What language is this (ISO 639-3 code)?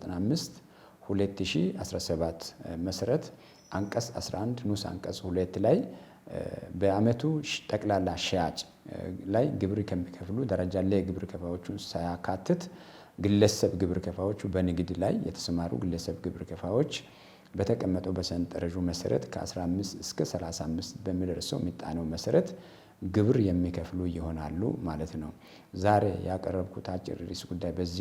amh